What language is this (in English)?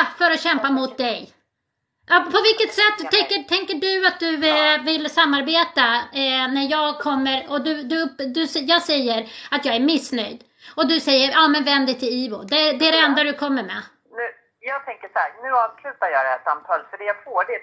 Swedish